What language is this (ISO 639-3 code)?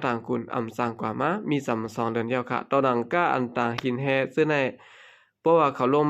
shn